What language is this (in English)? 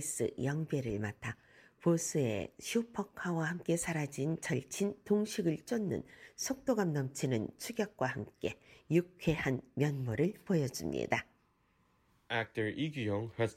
Korean